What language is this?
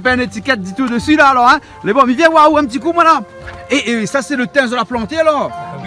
Réunion Creole French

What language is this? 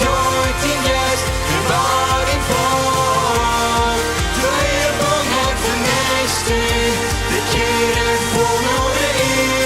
Plautdietsch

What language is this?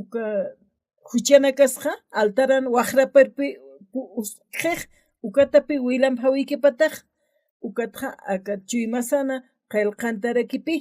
Aymara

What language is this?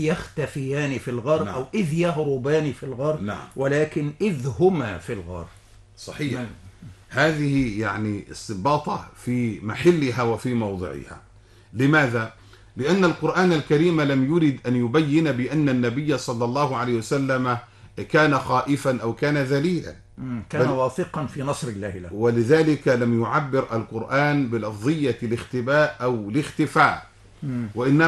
Arabic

